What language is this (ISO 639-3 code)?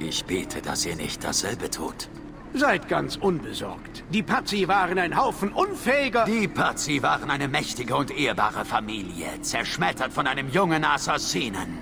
bar